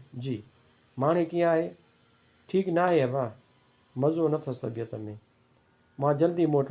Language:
Sindhi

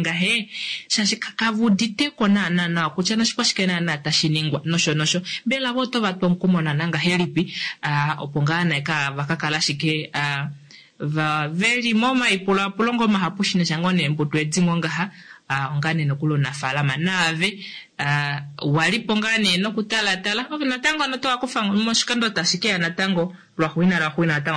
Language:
Kuanyama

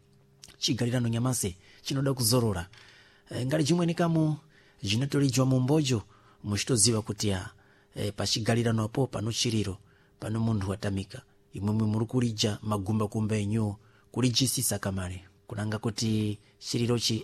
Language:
Sena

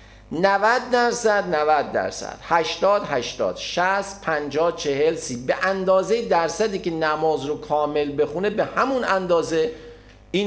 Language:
Persian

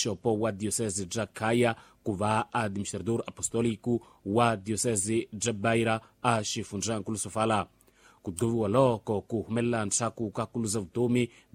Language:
Tsonga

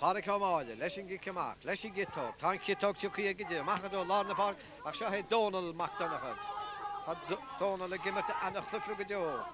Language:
Irish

